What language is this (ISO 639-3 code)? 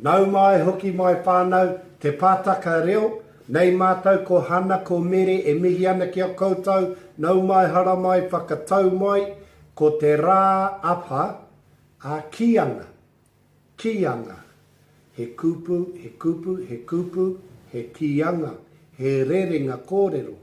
mri